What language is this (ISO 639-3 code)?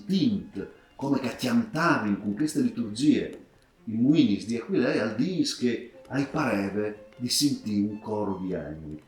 fur